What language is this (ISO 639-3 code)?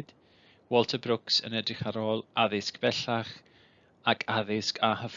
cym